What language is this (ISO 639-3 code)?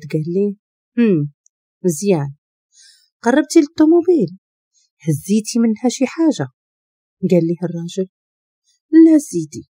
ary